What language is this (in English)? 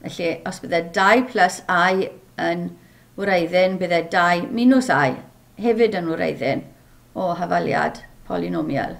Welsh